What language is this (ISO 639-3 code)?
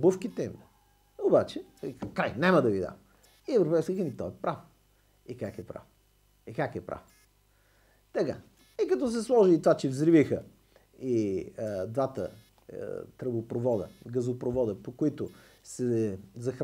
bul